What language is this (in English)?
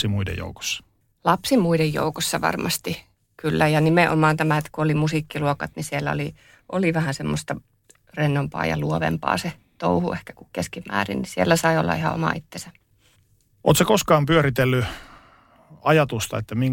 Finnish